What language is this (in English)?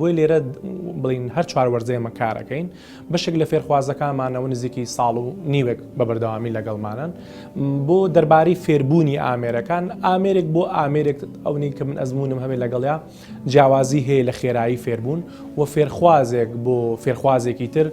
Central Kurdish